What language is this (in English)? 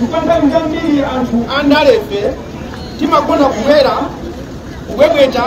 Nyanja